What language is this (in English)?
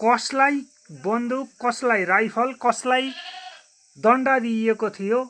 Nepali